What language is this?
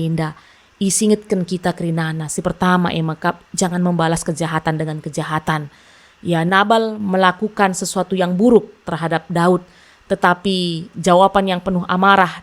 Batak Karo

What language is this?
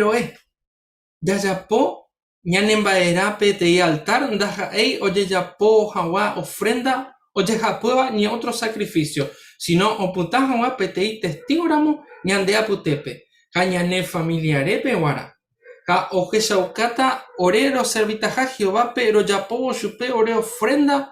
Guarani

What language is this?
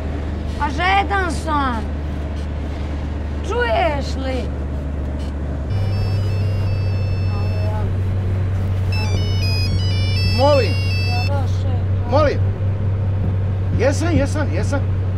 Croatian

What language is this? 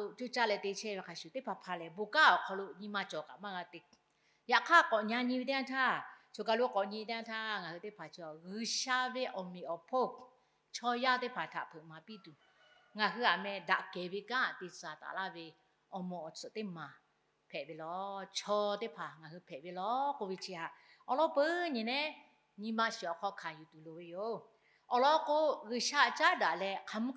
Lahu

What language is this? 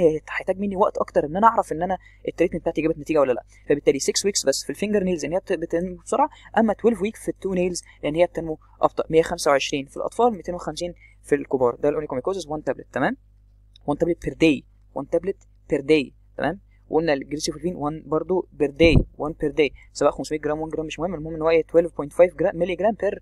Egyptian Arabic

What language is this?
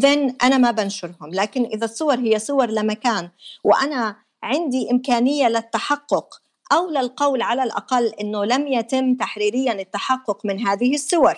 North Levantine Arabic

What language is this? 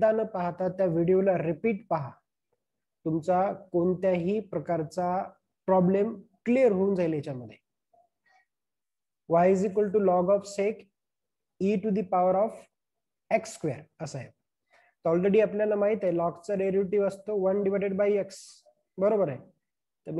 Marathi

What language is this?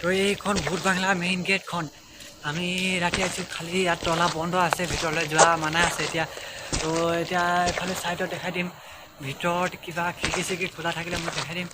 Assamese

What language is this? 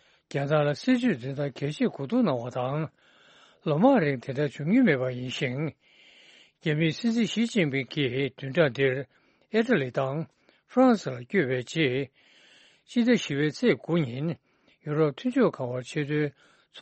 Tibetan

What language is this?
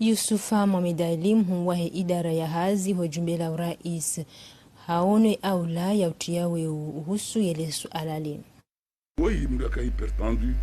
Ngazidja Comorian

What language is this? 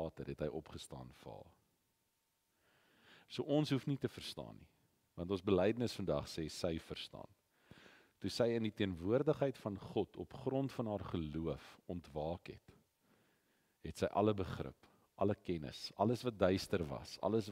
Afrikaans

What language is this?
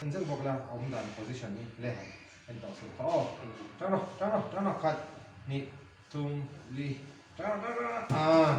Mizo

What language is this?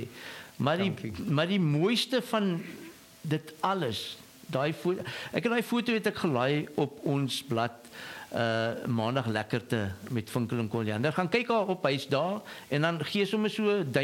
Afrikaans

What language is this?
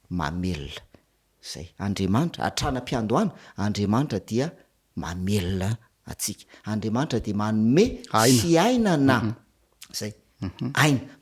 Malagasy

